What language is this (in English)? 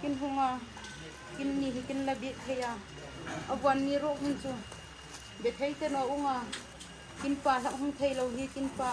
Hmar